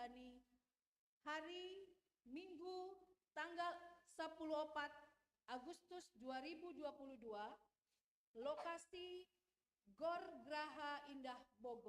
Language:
Batak Simalungun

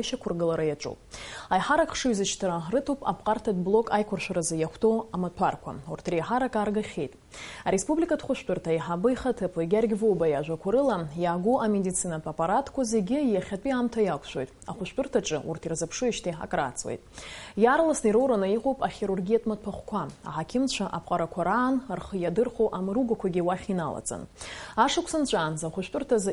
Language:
Abkhazian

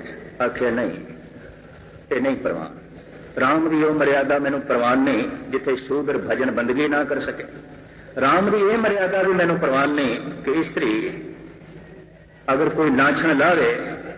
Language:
Punjabi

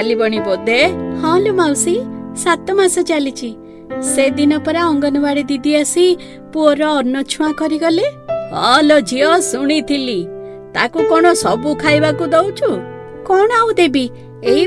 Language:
Odia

